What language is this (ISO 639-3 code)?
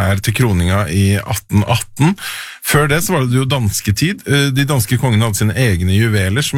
nor